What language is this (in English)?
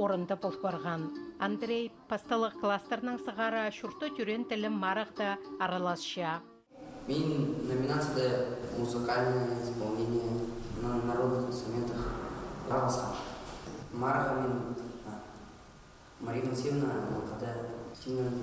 Khakas